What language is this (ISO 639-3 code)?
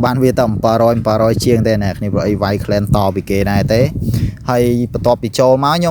khm